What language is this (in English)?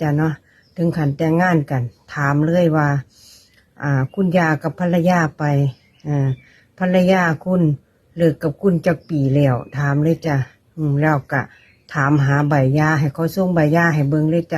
Northeastern Thai